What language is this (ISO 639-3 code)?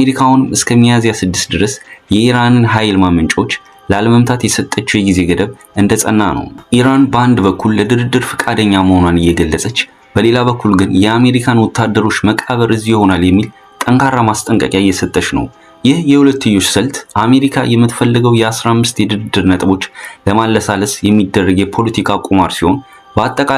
amh